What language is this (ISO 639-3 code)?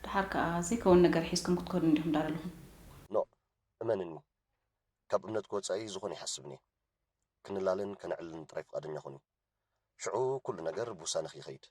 tir